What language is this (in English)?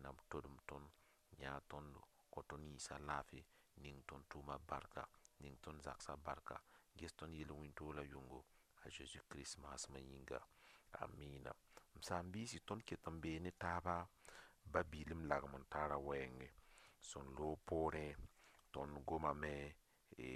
Mossi